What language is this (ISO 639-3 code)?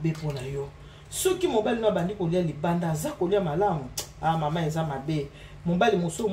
lin